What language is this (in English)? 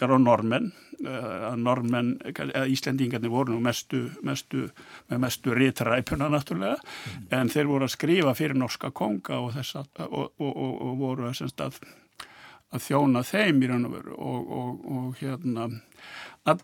Icelandic